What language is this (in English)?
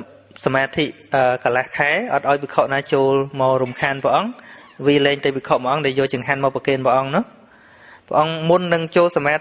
Khmer